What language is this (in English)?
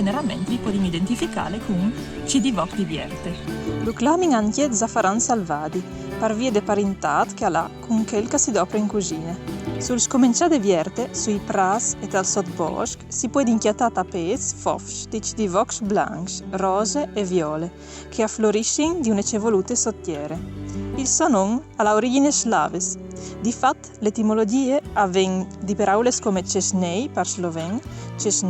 Friulian